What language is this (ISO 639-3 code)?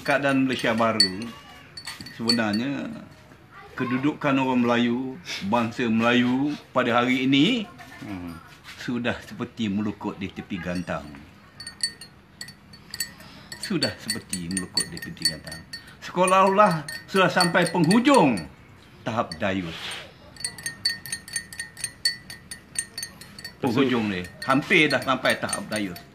msa